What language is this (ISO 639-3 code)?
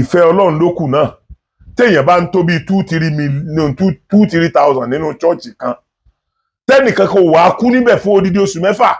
yor